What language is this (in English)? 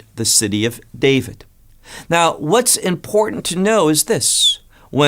English